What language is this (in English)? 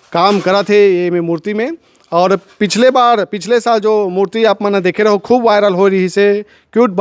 Chhattisgarhi